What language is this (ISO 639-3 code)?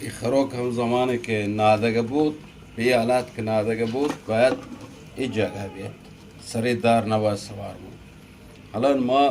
bgp